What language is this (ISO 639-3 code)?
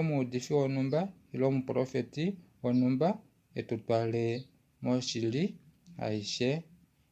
kua